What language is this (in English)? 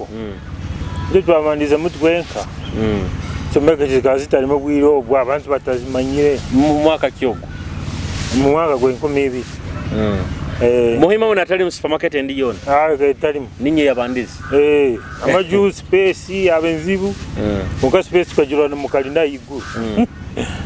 Nyoro